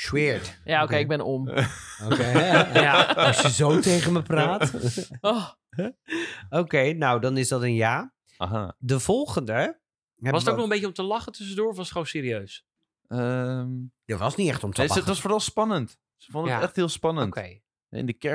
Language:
Dutch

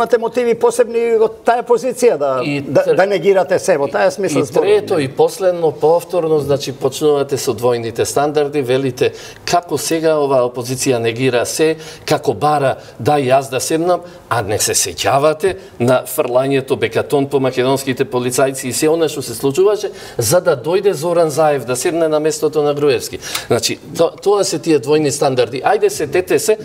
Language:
Macedonian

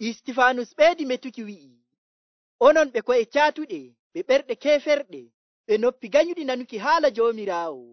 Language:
Nigerian Fulfulde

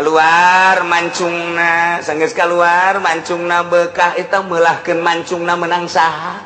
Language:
Sundanese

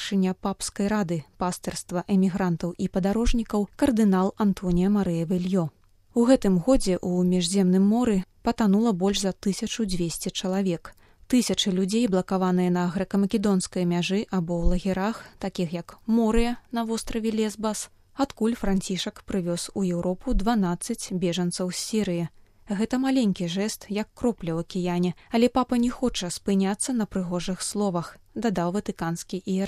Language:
Belarusian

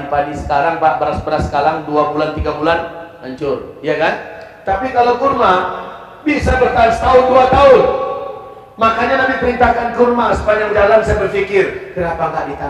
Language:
Indonesian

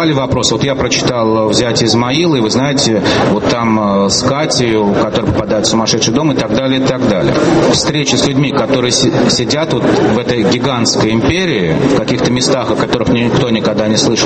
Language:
Russian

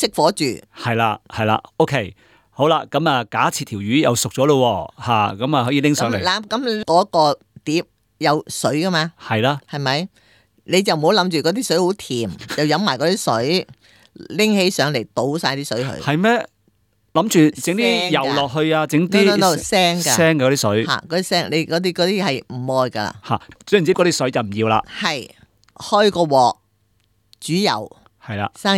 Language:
Cantonese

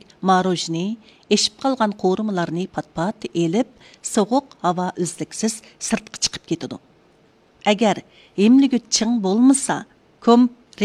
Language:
Uyghur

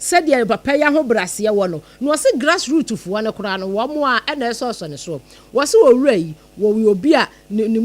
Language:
Akan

